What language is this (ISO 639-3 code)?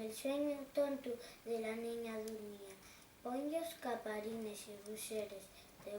ast